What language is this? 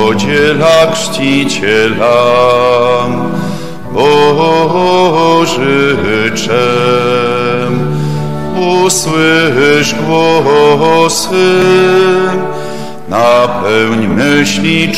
Polish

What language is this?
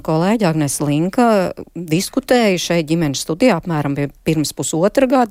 Latvian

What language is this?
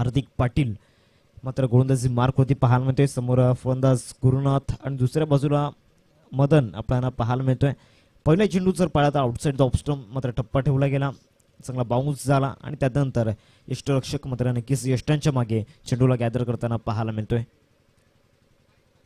Marathi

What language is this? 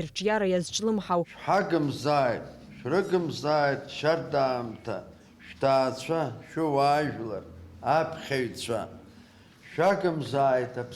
Abkhazian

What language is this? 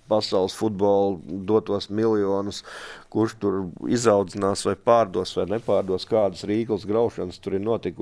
Latvian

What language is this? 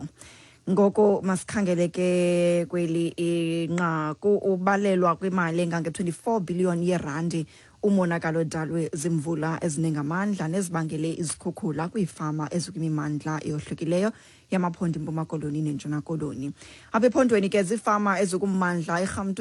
Xhosa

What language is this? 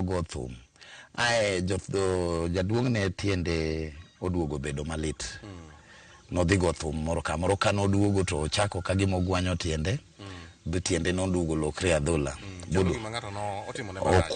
Luo (Kenya and Tanzania)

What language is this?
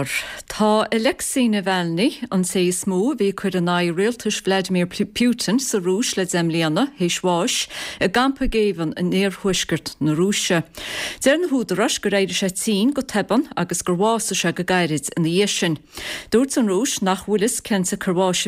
Irish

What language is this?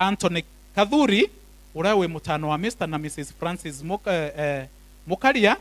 Meru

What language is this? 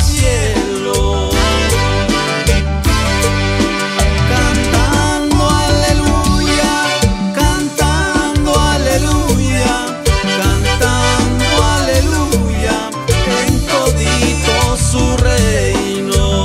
Spanish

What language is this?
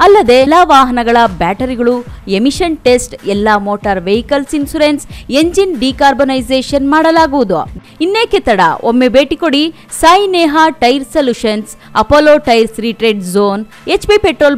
Kannada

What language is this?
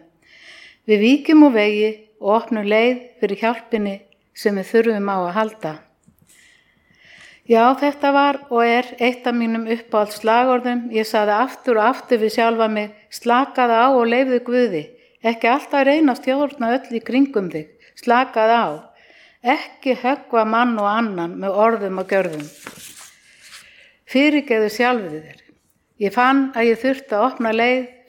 Icelandic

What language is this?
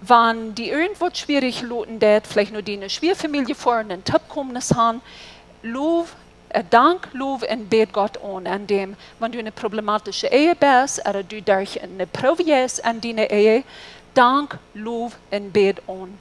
Plautdietsch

